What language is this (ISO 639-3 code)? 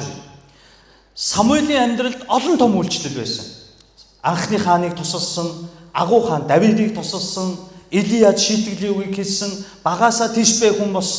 mon